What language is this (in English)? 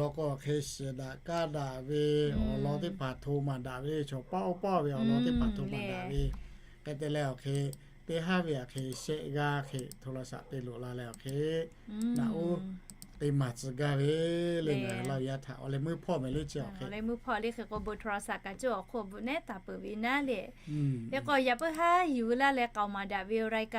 Lahu